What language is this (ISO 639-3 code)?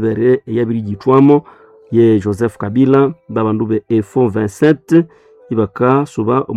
nnb